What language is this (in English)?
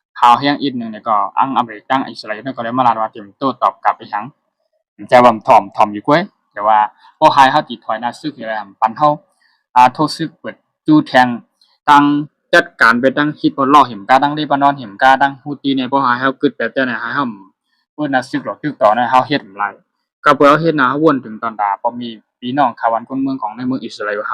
Shan